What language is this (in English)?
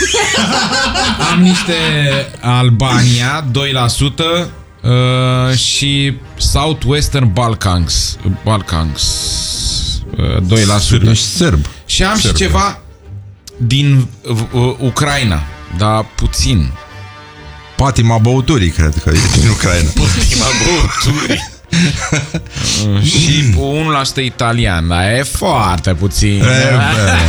Romanian